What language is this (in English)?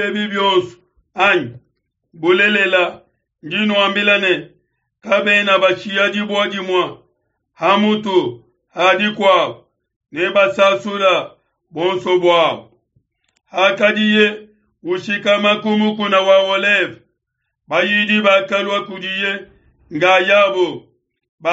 Luba-Lulua